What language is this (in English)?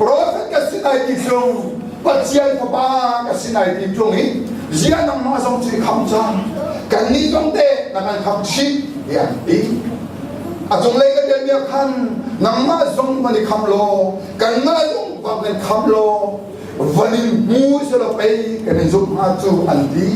Hakha Chin